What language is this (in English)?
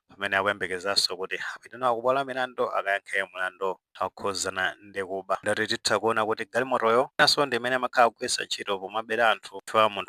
Nyanja